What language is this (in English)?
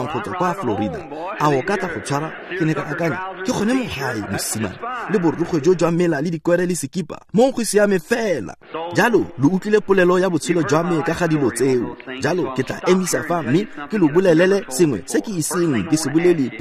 Tswana